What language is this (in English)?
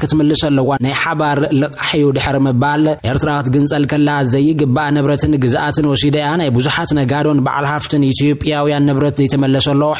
Tigrinya